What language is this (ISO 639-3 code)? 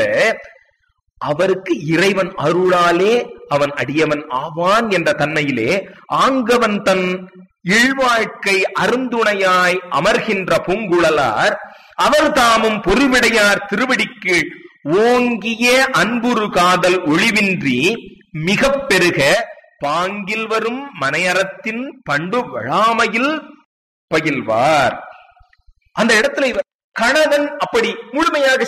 tam